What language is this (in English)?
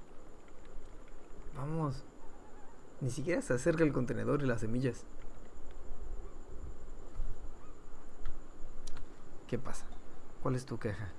Spanish